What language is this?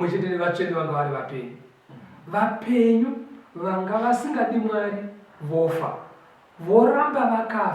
Shona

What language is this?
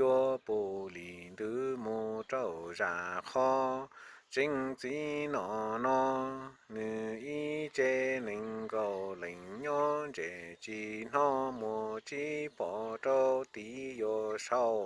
Hmong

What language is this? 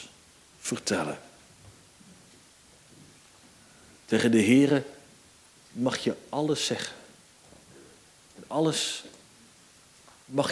Dutch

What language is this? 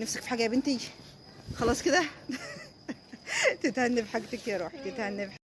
Egyptian Arabic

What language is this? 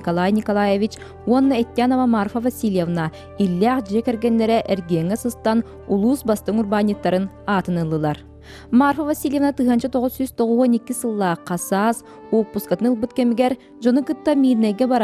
Yakut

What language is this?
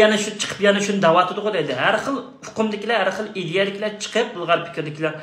Uyghur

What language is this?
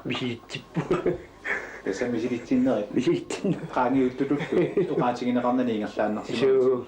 Kalaallisut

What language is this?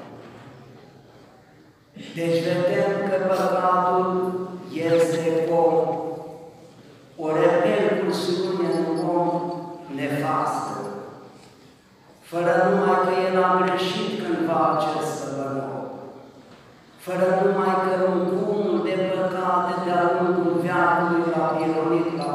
Romanian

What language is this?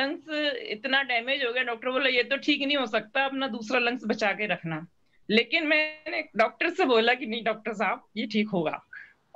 Hindi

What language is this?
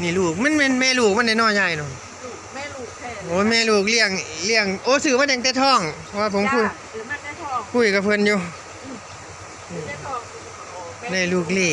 Northeastern Thai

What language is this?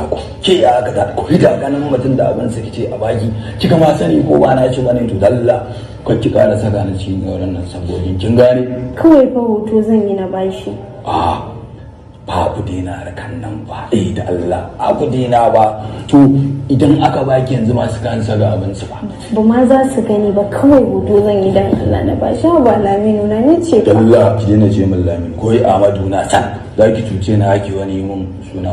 Hausa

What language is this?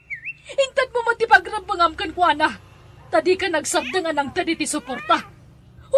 Iloko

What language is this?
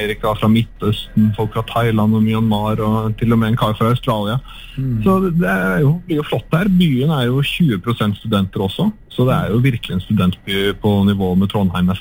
Norwegian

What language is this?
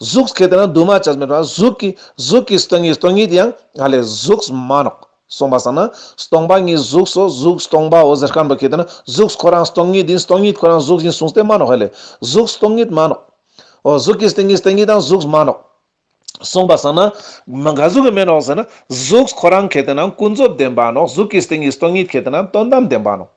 Ladakhi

